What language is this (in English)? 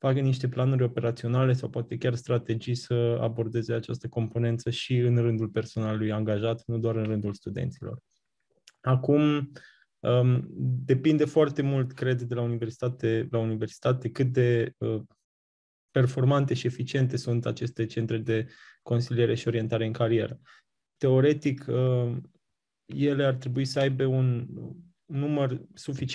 Romanian